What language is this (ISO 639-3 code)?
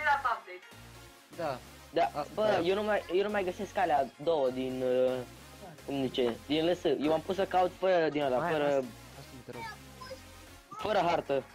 ron